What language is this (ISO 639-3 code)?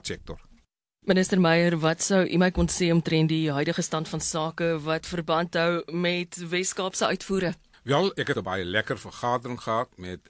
afr